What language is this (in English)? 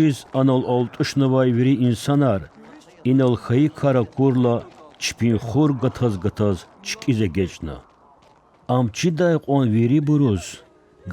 Lezghian